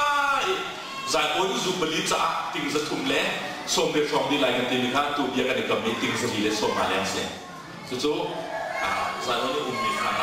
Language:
Hakha Chin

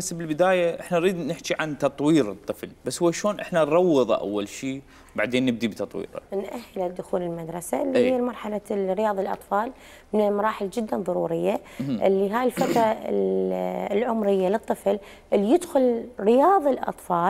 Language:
Mesopotamian Arabic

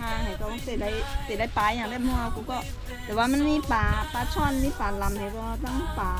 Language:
Shan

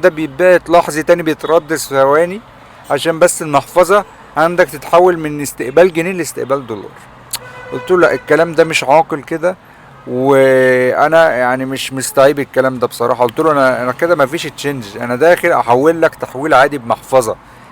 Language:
Egyptian Arabic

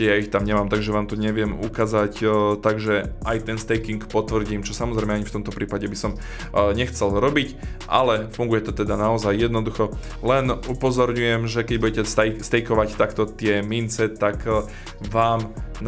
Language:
Slovak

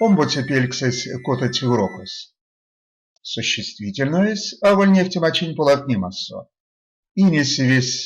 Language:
Erzya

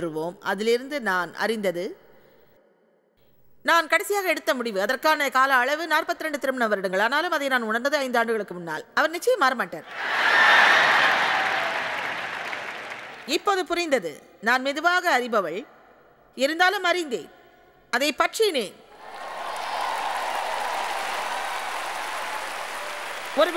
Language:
Tamil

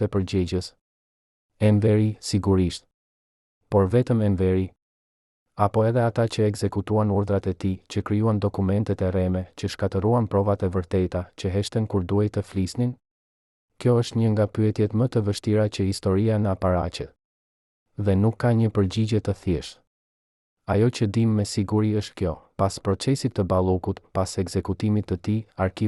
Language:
Albanian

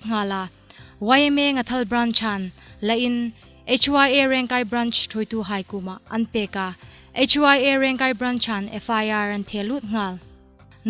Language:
Hmar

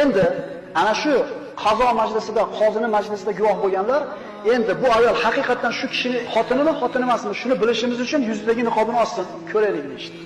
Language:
Uzbek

